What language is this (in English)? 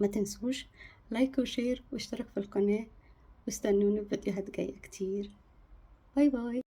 Egyptian Arabic